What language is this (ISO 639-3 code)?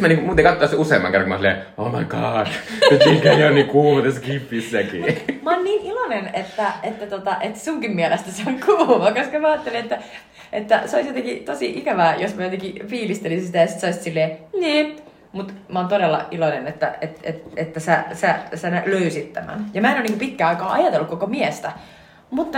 fin